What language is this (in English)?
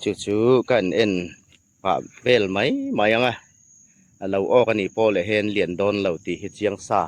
Hmar